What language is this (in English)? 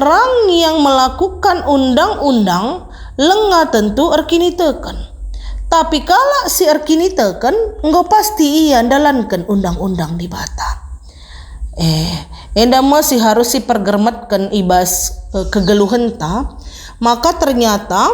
Batak Karo